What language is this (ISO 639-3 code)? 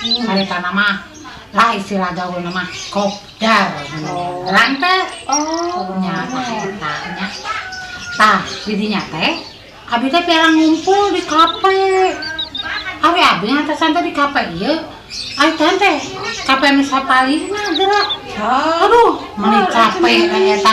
sun